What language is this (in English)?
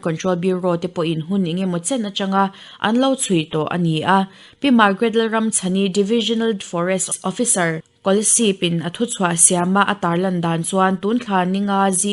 Mizo